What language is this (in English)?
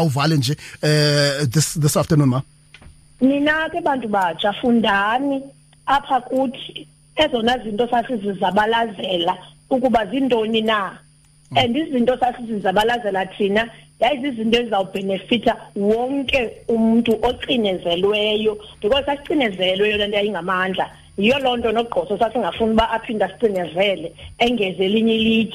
Xhosa